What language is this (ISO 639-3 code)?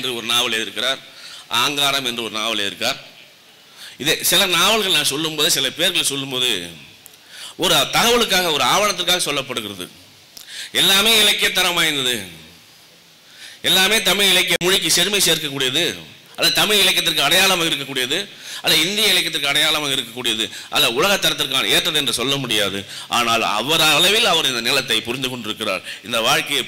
tam